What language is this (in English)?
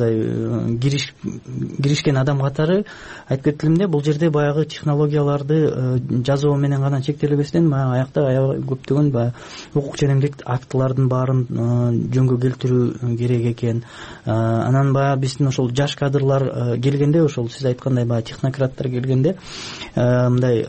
Kyrgyz